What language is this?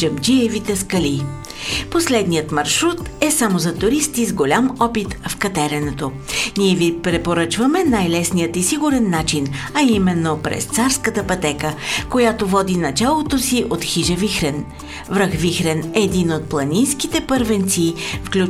Bulgarian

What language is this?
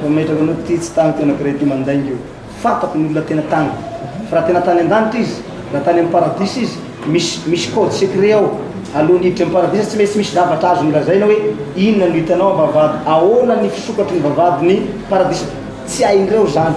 Malagasy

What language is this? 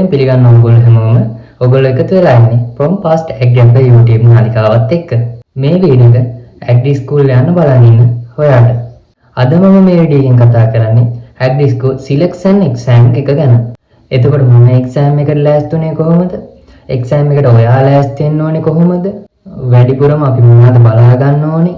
Sinhala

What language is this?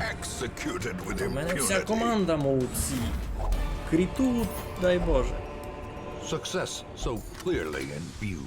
Rusyn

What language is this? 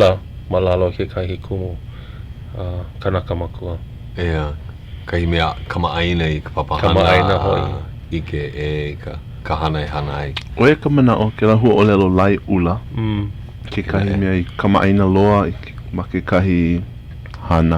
Hawaiian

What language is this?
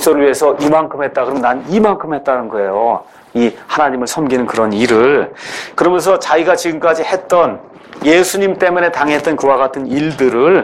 Korean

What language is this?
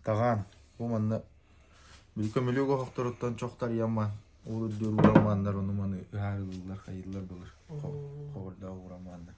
Yakut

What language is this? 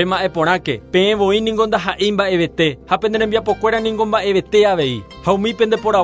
Guarani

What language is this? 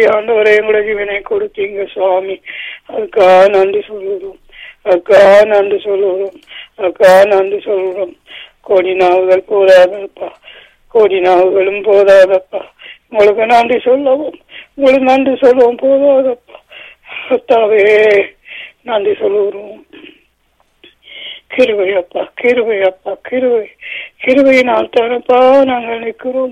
Tamil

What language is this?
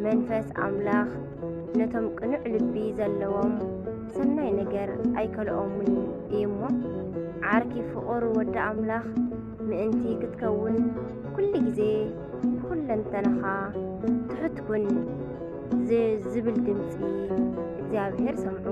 Tigrinya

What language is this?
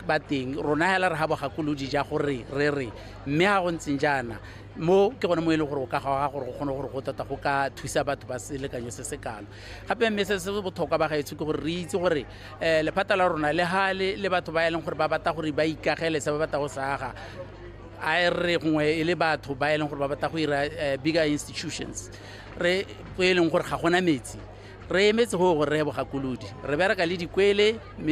Tswana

